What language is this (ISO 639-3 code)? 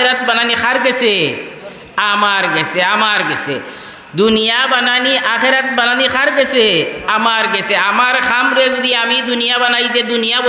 syl